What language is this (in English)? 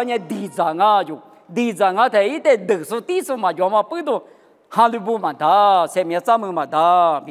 Lisu